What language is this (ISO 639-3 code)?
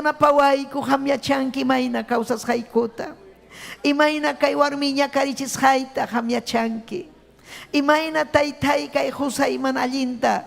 quy